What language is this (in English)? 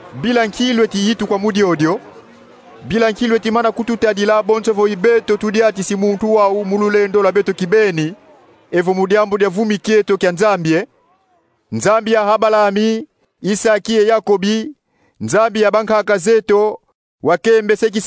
Kongo